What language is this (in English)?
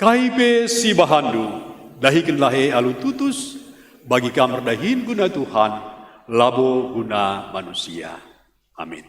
Batak Karo